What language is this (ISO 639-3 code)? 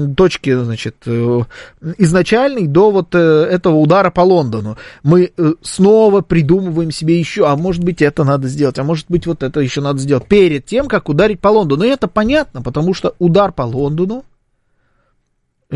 rus